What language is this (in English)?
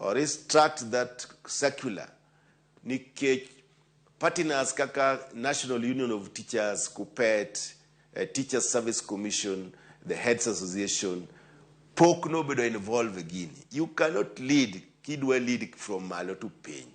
Luo (Kenya and Tanzania)